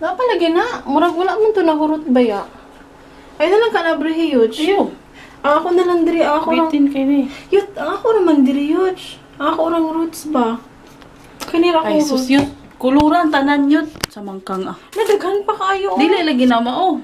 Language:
Cebuano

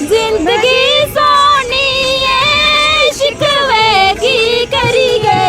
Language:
Dogri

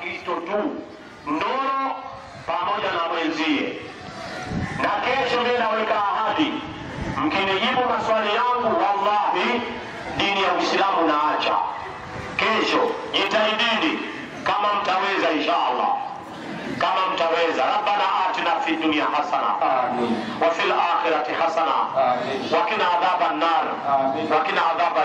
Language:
Swahili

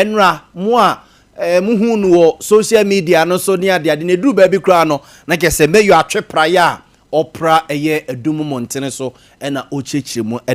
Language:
Akan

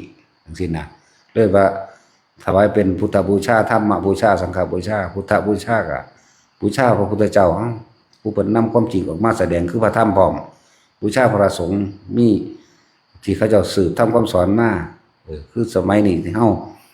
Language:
Lao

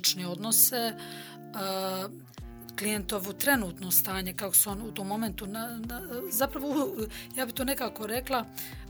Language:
Bosnian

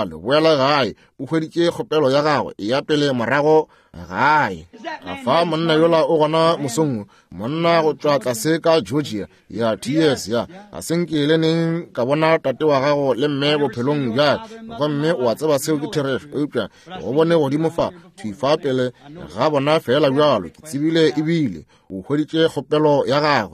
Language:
Northern Sotho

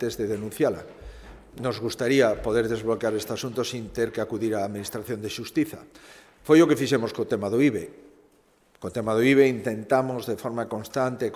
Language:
Galician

